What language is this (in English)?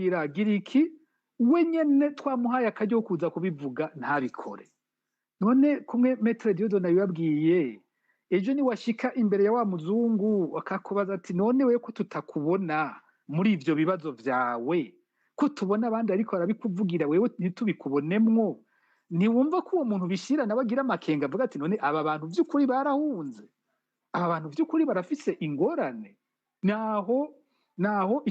Rundi